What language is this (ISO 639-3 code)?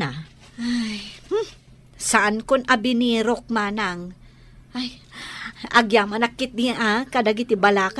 ilo